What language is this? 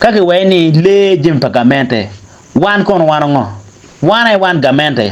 Acoli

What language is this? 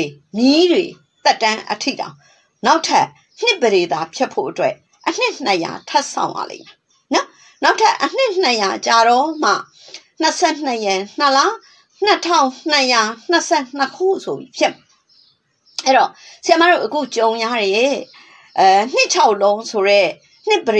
Burmese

